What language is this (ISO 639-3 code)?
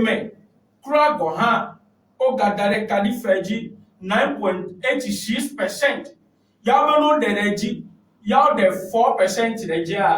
ewe